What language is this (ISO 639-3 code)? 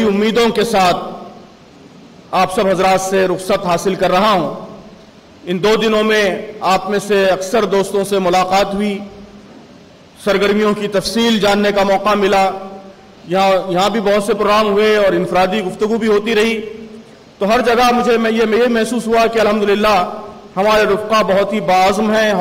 urd